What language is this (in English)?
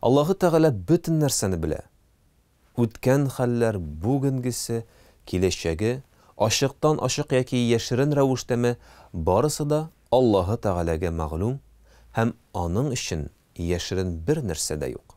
Tatar